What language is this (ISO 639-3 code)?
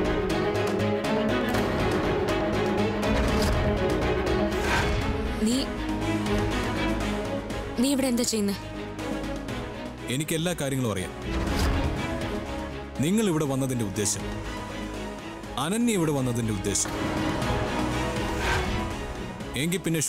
mal